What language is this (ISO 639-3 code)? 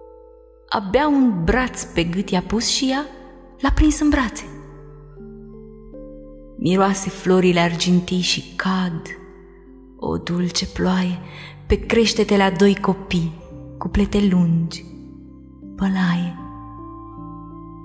ron